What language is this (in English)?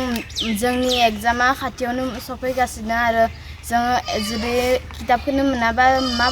Bodo